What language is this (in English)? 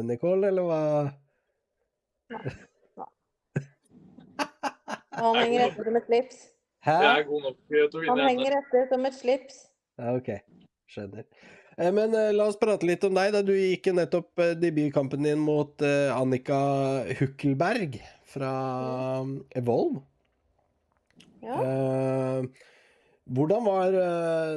Norwegian